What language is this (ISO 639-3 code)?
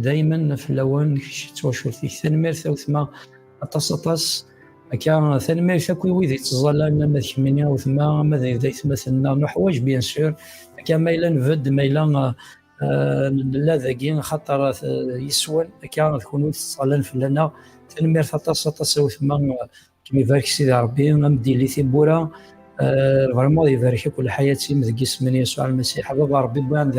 kab